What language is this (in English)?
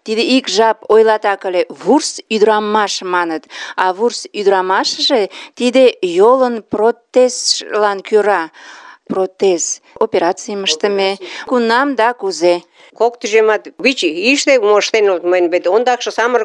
Mari